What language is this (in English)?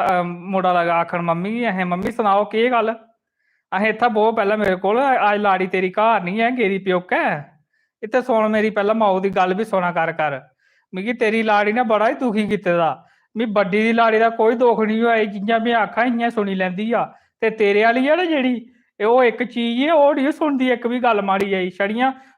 Dogri